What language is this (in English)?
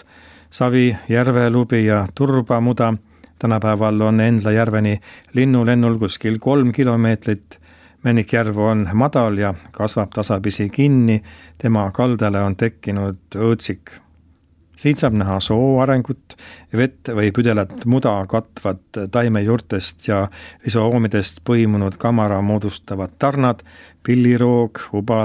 Estonian